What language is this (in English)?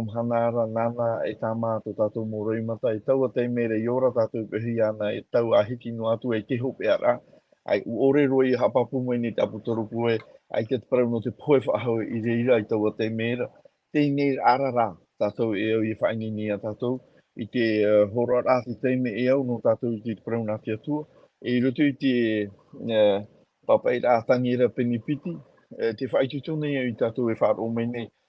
Tahitian